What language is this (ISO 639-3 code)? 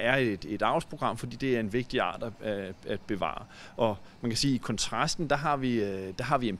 dan